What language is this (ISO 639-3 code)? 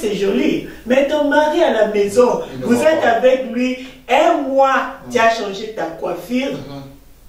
fra